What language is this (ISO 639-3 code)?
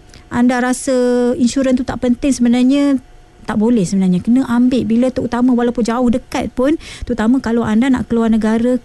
msa